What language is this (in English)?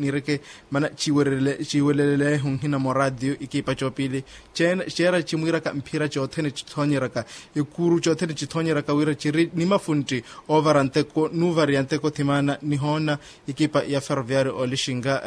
Makhuwa